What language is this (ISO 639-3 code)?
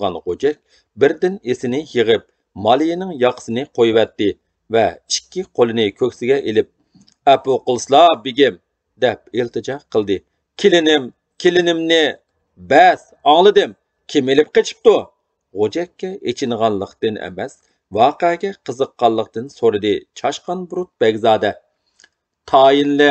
uig